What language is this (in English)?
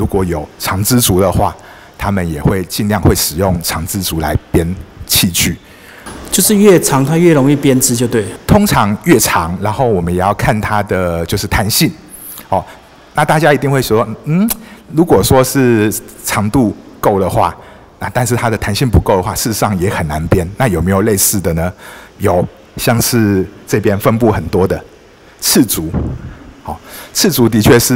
Chinese